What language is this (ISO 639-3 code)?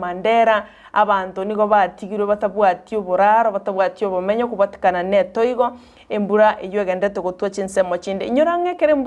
guz